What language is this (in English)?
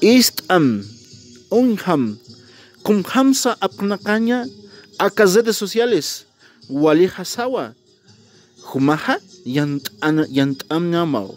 Aymara